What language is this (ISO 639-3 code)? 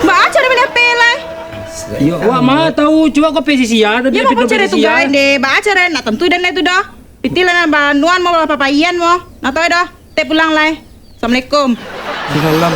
min